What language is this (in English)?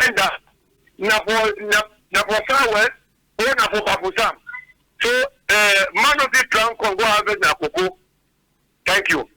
Cameroon Pidgin